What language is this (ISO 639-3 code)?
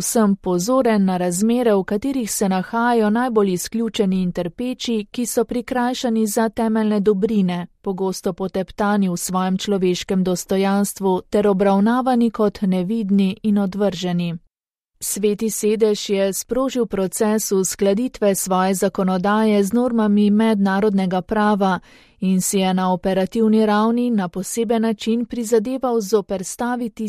slv